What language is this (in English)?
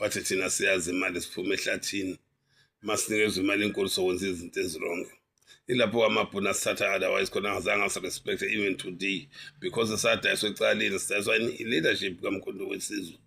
Zulu